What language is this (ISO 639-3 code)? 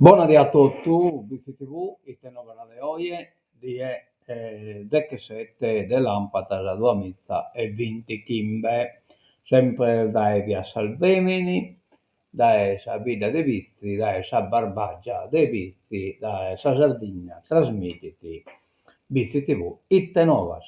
srd